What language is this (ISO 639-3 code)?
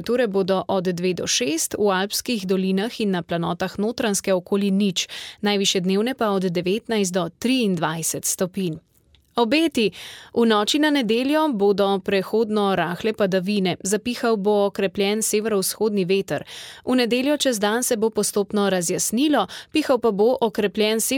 slv